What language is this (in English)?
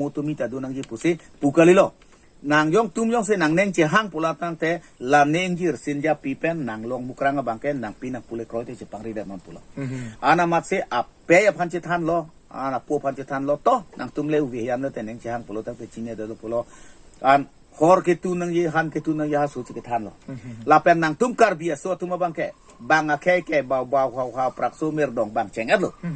Karbi